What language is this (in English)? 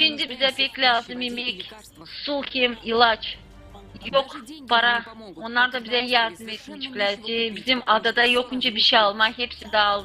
Gagauz